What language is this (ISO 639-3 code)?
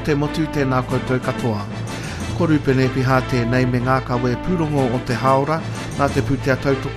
mri